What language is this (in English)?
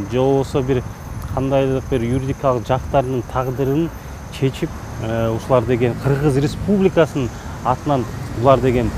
Kyrgyz